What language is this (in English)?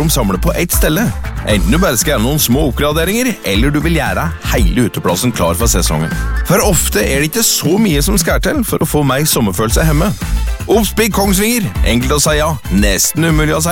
Norwegian